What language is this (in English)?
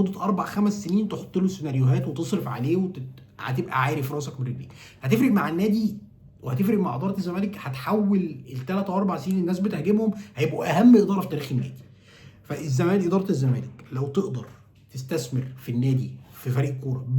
Egyptian Arabic